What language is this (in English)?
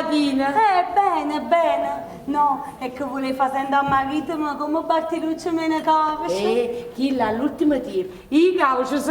Neapolitan